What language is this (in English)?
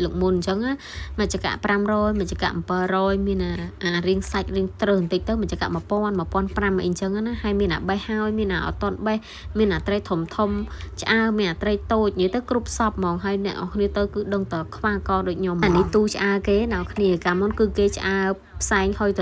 Khmer